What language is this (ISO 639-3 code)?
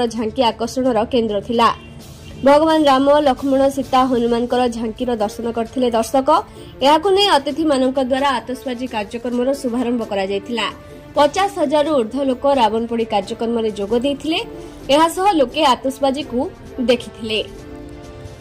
ori